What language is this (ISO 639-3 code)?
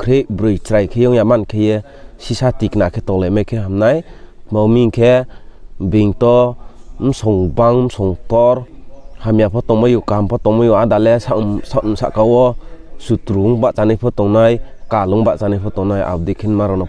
ria